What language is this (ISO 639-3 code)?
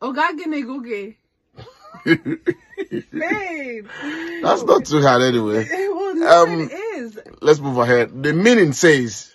ibo